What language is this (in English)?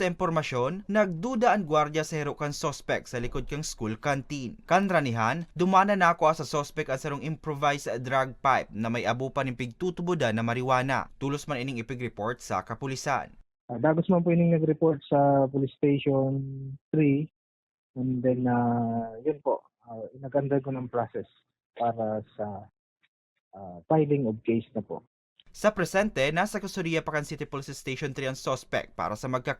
Bikol